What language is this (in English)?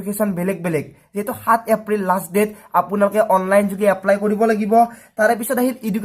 Assamese